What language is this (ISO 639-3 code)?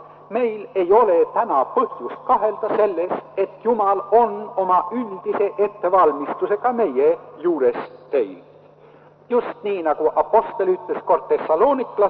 est